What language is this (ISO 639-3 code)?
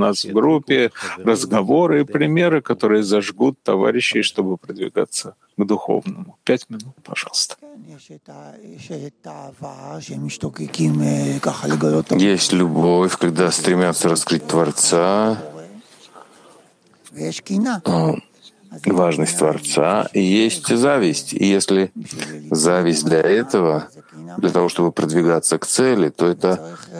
rus